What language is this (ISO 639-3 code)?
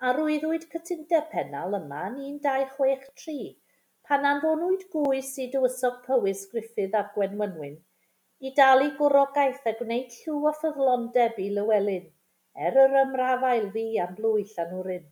cym